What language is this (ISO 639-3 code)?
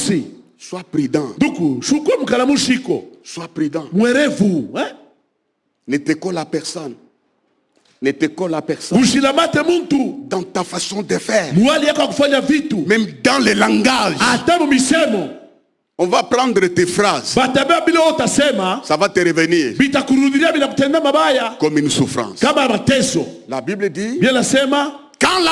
swa